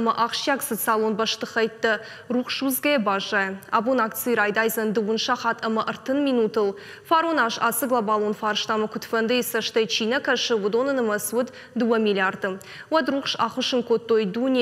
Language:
Ossetic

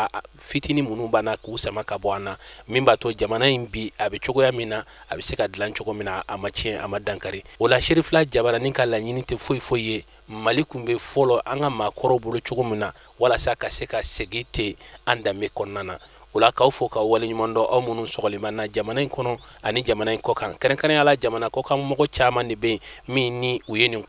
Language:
Bambara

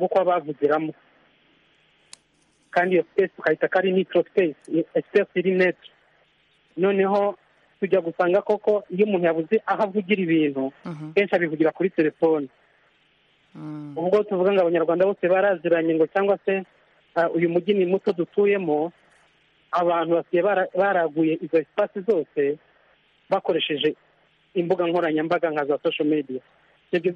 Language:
Kinyarwanda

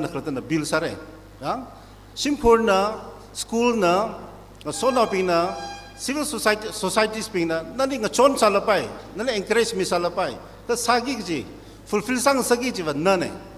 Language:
Tangkhul Naga (India)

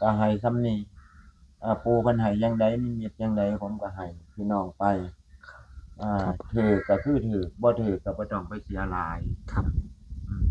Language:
Northeastern Thai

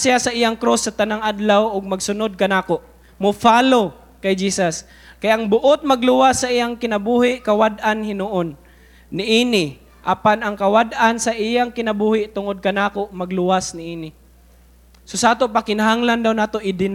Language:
Cebuano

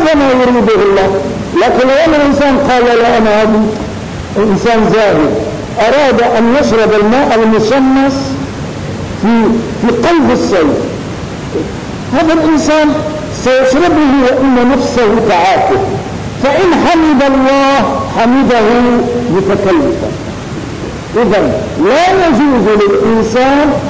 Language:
Arabic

